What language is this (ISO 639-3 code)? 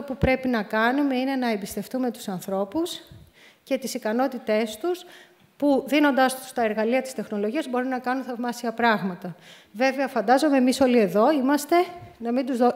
ell